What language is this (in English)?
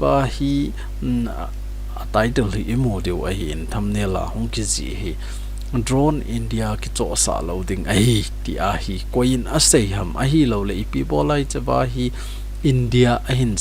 Thado Chin